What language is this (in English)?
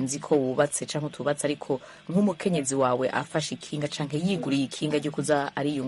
Rundi